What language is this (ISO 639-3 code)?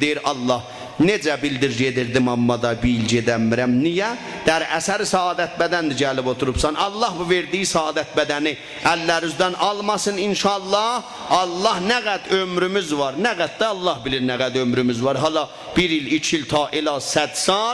azb